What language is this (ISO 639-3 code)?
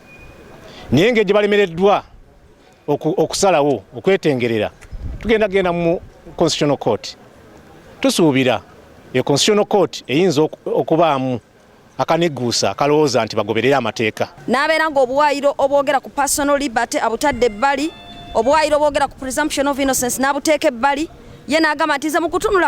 lug